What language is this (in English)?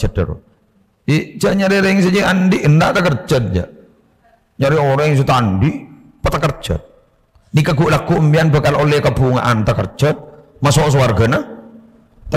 Madurese